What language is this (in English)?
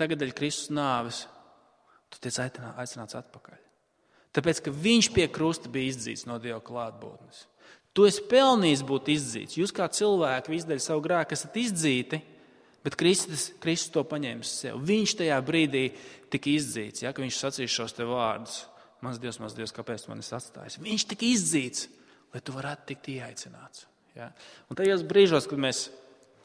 Latvian